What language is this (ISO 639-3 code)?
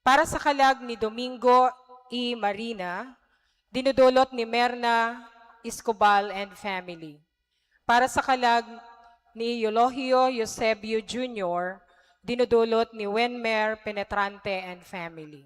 bik